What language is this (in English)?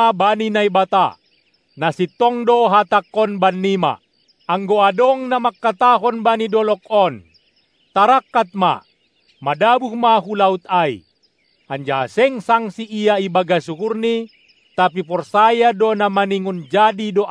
Batak Simalungun